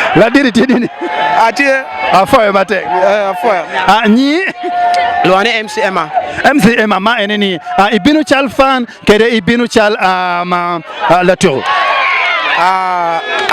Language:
Acoli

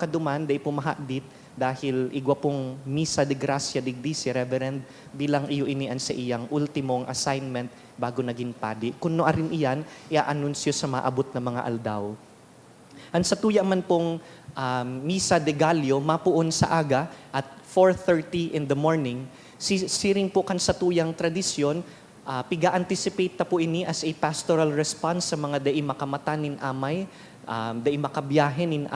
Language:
Bikol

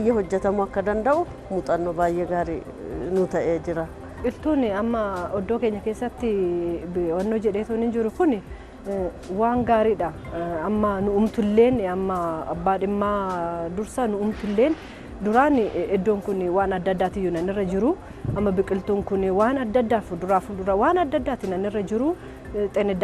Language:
Oromo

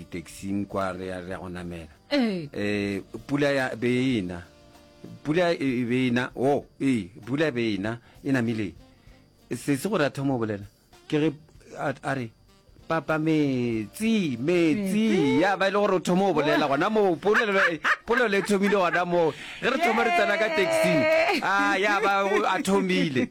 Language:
Northern Sotho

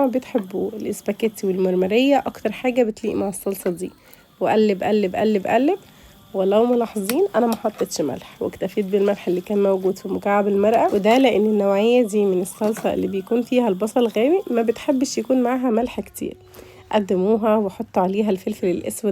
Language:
Egyptian Arabic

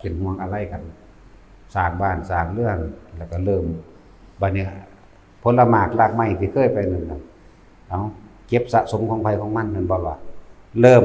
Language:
Northeastern Thai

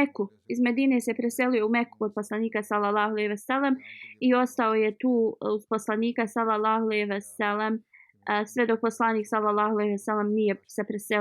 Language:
Bosnian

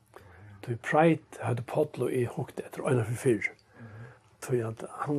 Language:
Faroese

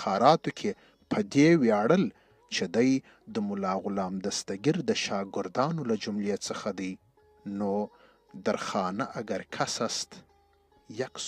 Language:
Pashto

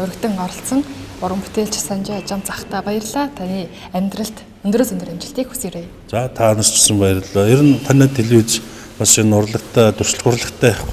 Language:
Mongolian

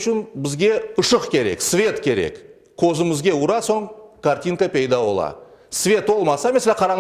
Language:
Crimean Tatar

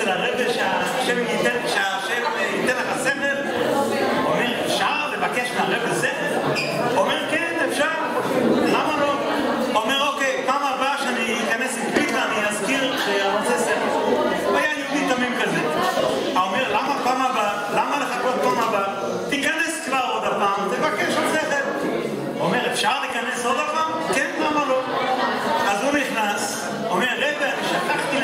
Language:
Hebrew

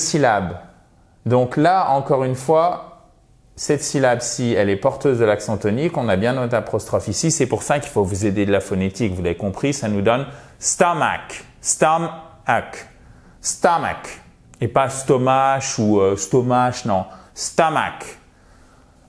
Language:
French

